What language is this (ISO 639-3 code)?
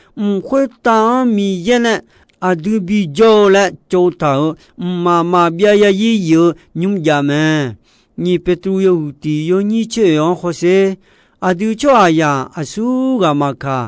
ahk